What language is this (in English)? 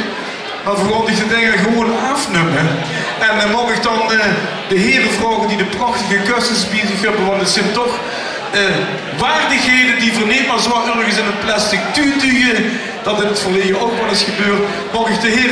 Limburgish